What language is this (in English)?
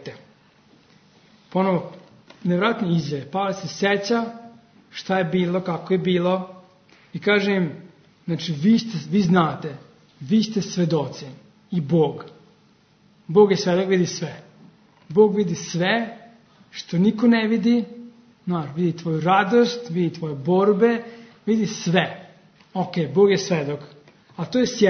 Serbian